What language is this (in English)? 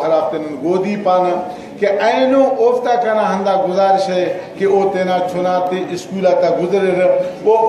Brahui